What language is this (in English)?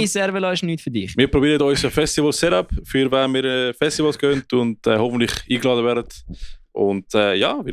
Swiss German